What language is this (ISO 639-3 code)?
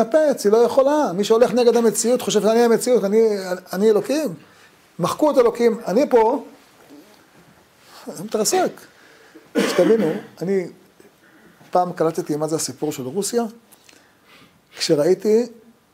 heb